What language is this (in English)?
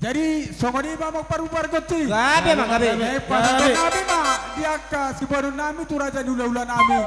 Batak Toba